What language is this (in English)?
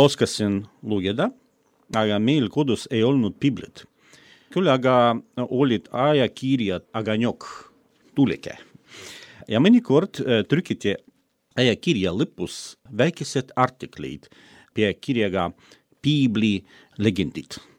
Estonian